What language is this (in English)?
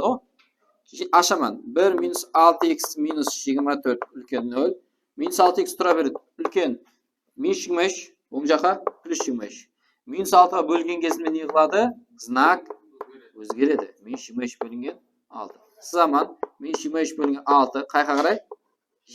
Kara-Kalpak